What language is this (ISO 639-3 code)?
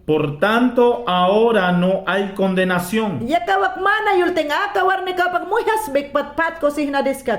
yan